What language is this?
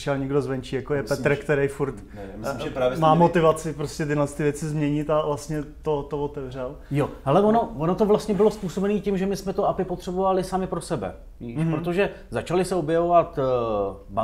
Czech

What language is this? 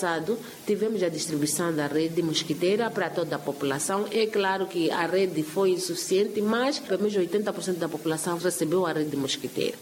Makhuwa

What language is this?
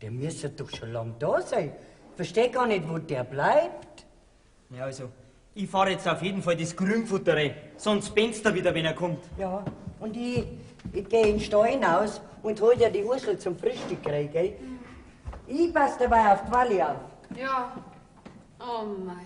Bavarian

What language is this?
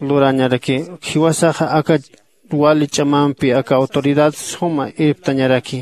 Aymara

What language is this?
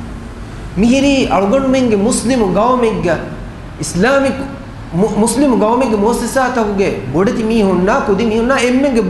Divehi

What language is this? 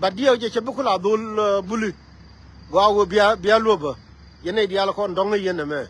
Nuer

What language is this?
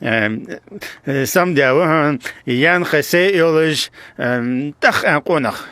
Ingush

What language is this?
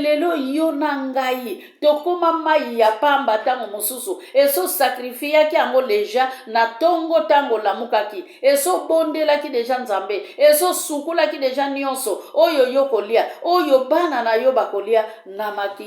Lingala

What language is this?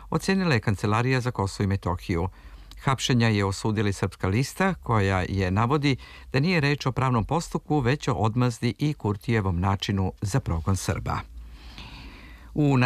Serbian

